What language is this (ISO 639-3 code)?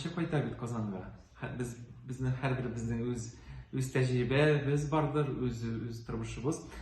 tat